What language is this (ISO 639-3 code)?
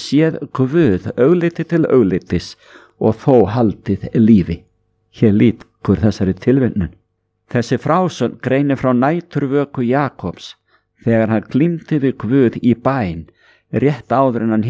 isl